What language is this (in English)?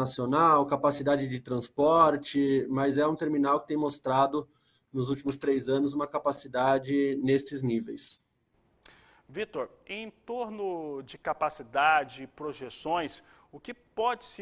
Portuguese